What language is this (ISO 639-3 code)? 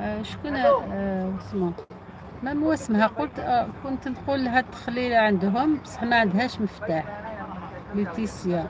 arq